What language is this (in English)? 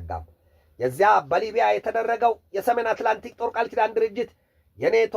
Amharic